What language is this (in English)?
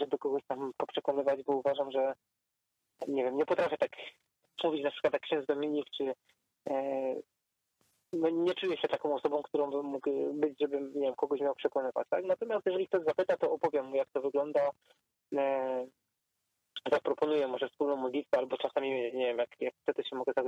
Polish